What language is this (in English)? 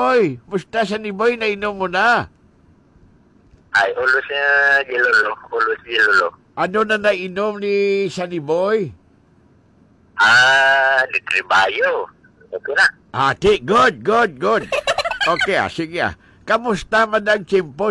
Filipino